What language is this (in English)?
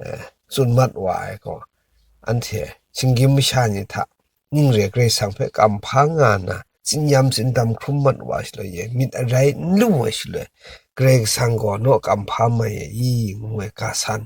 Kachin